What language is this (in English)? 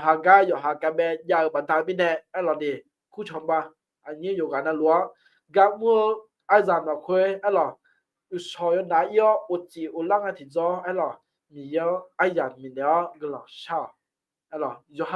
Akha